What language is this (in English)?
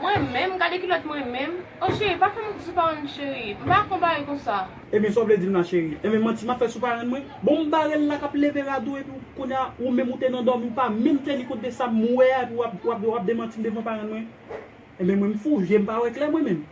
Haitian Creole